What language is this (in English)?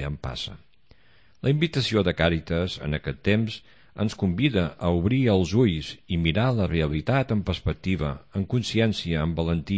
Catalan